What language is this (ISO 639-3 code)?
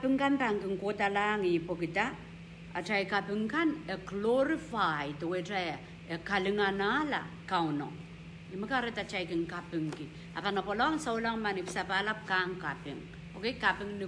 pon